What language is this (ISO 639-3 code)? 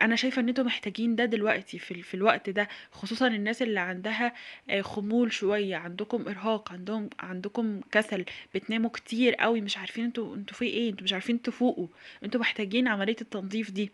arz